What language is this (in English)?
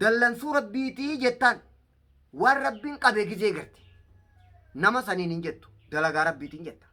Oromo